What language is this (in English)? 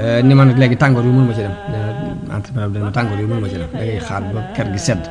Wolof